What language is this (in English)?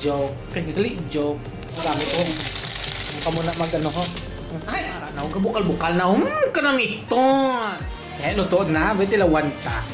Hiligaynon